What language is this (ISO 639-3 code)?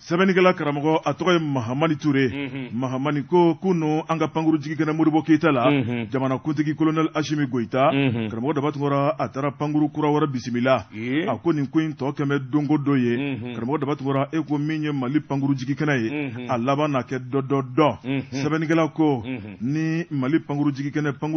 bam